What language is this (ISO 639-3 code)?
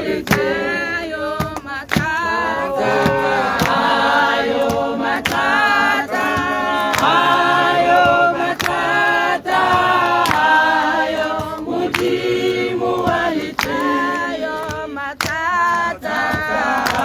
tsn